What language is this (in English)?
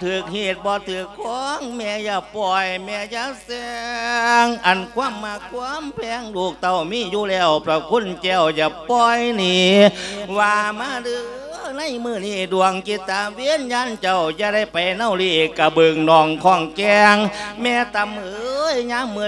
Lao